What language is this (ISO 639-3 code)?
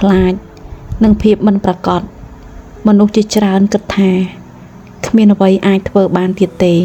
khm